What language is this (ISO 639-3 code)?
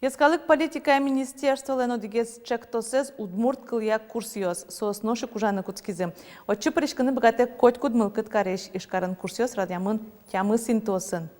udm